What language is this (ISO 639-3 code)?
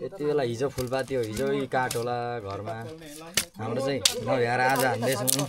nep